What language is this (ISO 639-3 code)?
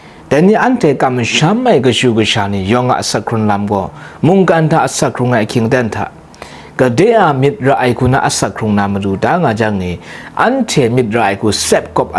kac